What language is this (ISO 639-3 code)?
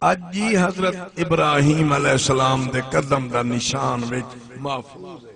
skr